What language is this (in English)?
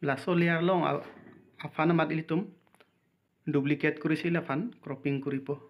Karbi